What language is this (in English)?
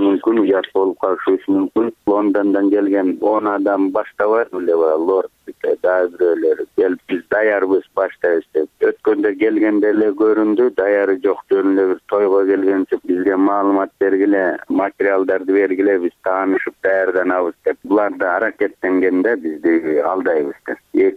Kyrgyz